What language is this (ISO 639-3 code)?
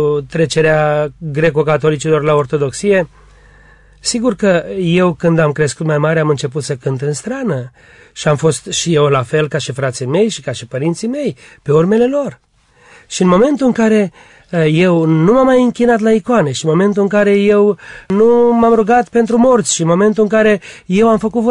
ron